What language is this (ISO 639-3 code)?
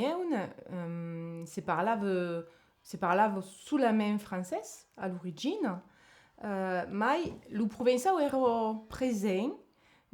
oci